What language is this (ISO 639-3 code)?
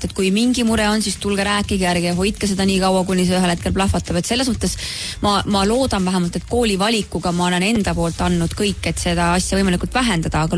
est